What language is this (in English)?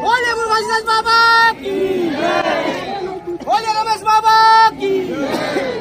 Chhattisgarhi